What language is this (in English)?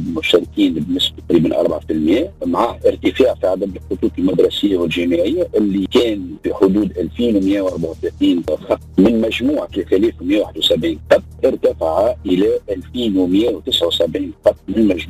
Tunisian Arabic